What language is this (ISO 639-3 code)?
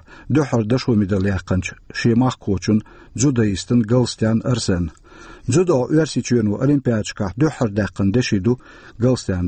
che